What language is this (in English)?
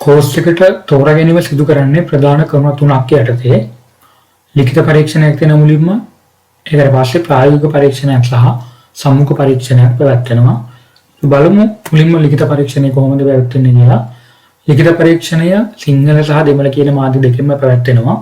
Sinhala